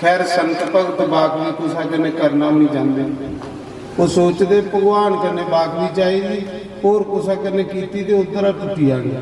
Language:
Dogri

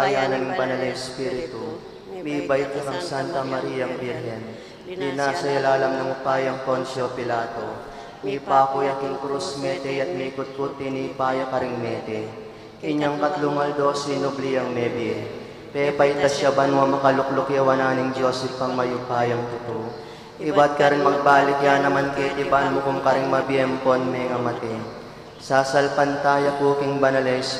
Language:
Pampanga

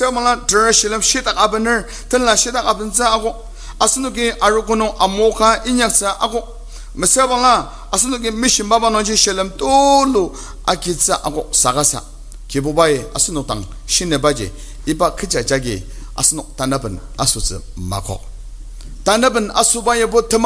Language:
Ao Naga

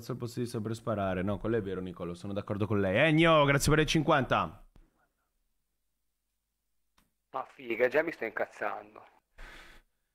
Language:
Italian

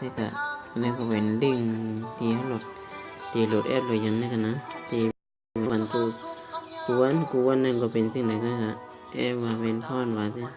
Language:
Shan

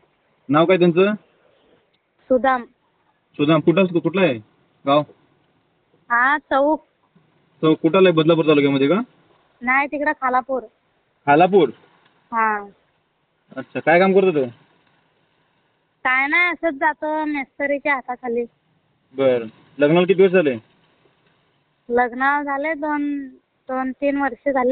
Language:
Marathi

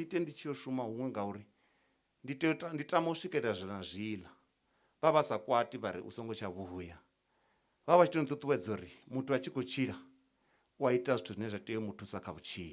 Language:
Venda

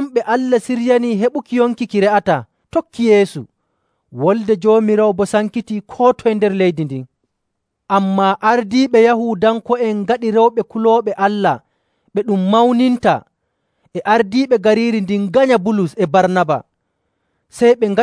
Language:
Nigerian Fulfulde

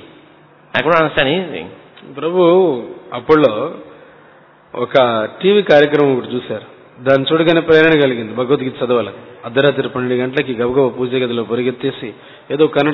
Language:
Telugu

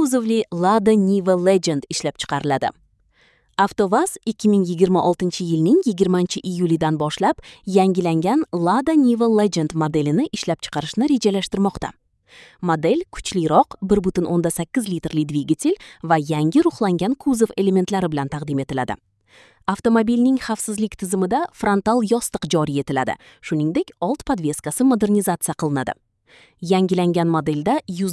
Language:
Uzbek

